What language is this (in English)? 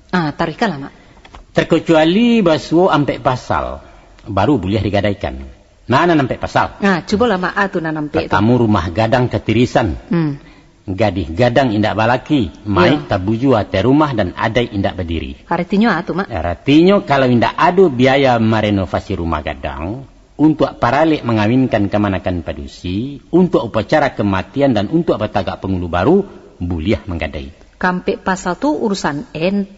Minangkabau